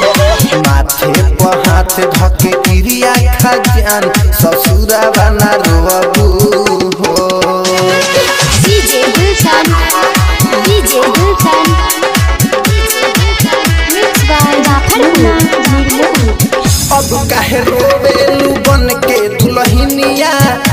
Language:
Bhojpuri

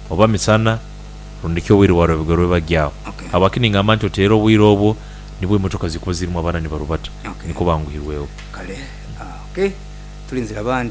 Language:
Nyoro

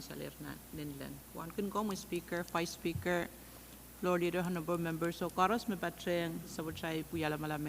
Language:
Pohnpeian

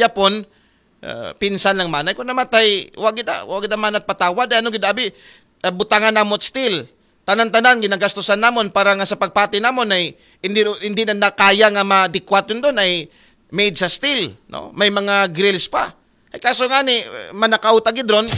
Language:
Aklanon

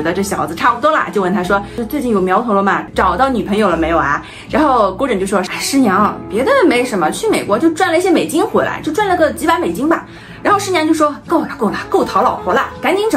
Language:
Chinese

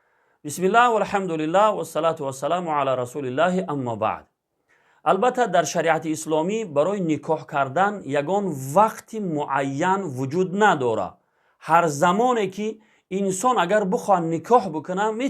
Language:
Tajik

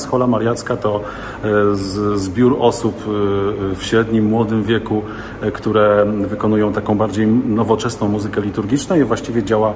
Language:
Polish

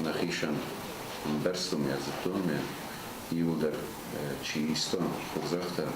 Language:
Ossetic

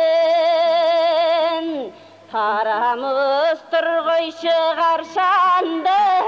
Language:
Kazakh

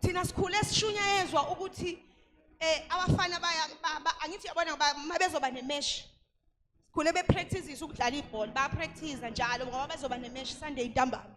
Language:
Zulu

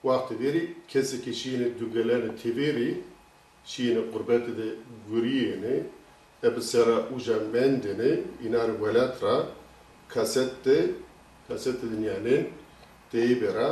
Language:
Zaza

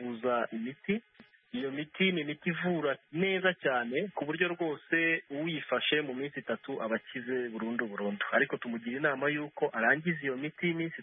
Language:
Kinyarwanda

